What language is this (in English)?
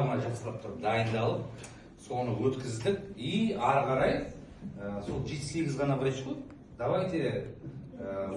Kazakh